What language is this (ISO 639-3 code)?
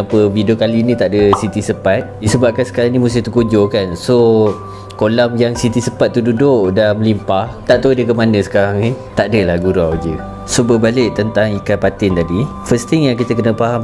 msa